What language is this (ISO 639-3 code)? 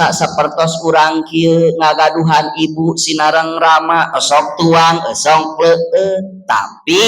sun